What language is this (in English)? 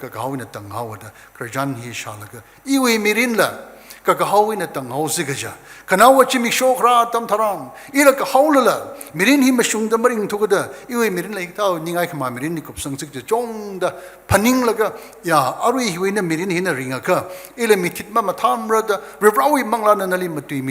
Tangkhul Naga (India)